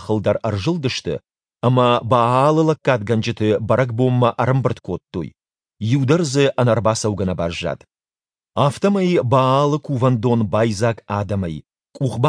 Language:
Ossetic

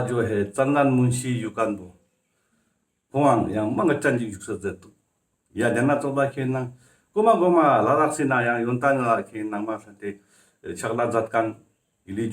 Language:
Ladakhi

